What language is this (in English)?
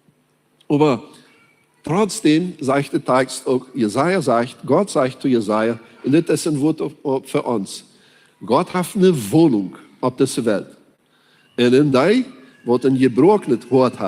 Plautdietsch